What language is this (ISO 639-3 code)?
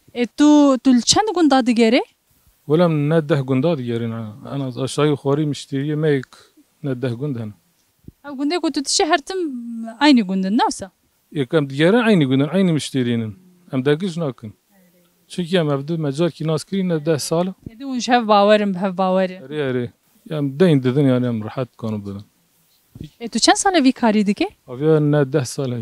kur